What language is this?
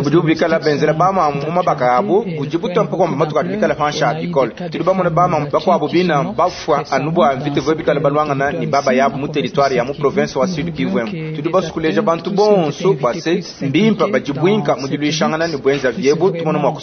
Luba-Lulua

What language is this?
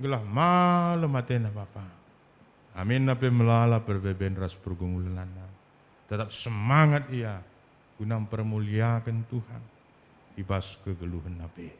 Batak Karo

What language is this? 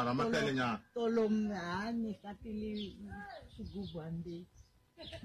Tsonga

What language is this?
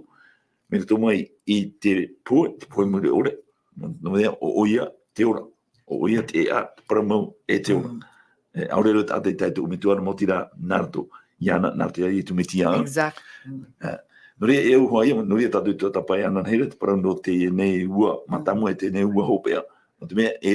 Tahitian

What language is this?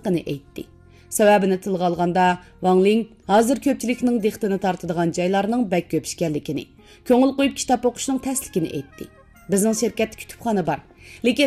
Uyghur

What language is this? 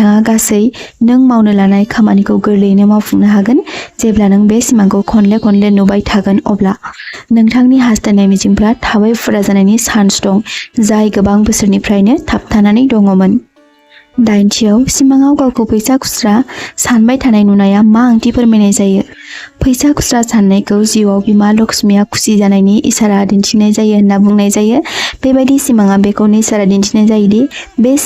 Bodo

